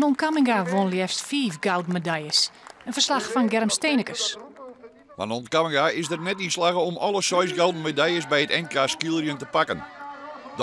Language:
Western Frisian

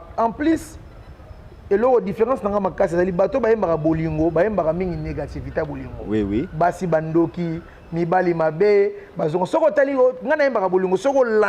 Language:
Lingala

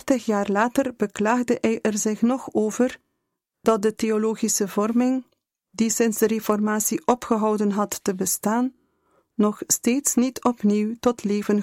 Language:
Dutch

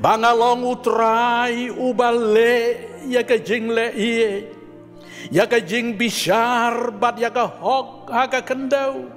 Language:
Khasi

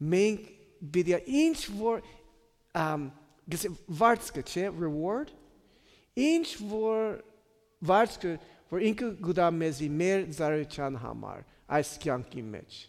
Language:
Western Armenian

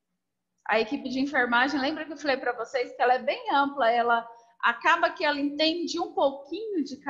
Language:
Portuguese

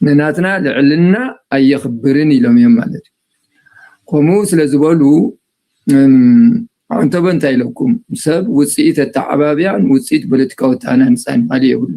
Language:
Tigrinya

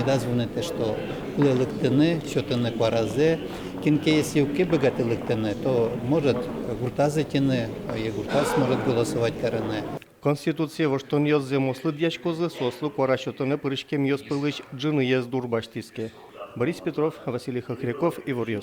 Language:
Udmurt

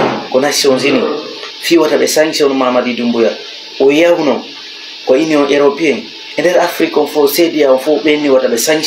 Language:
Fula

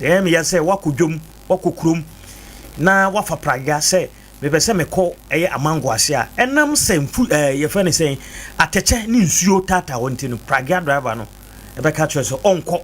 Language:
Akan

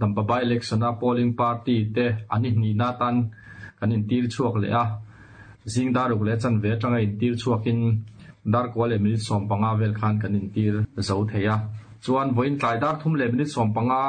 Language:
Mizo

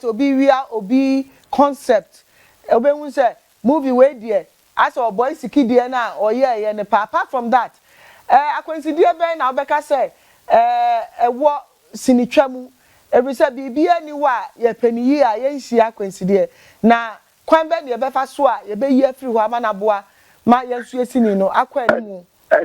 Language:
Akan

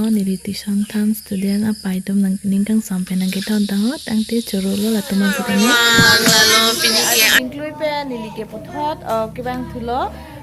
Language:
Karbi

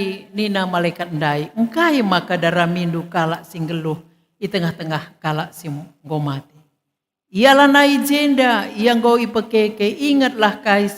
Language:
Batak Karo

